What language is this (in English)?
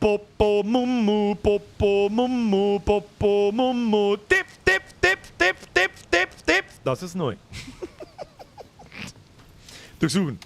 Bavarian